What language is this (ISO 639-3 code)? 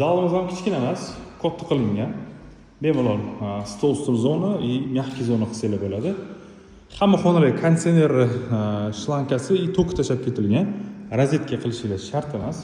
uzb